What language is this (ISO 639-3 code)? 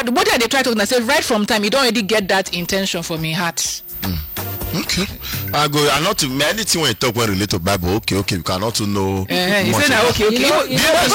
pcm